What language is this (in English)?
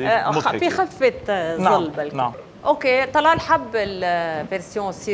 North Levantine Arabic